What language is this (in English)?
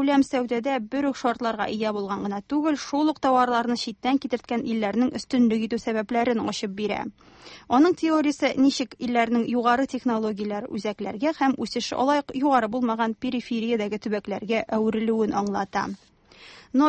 Tatar